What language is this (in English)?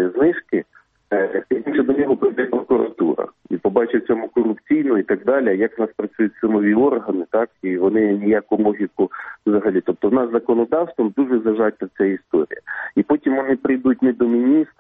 Ukrainian